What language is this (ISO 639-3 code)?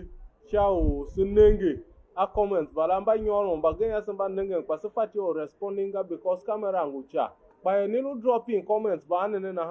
tiv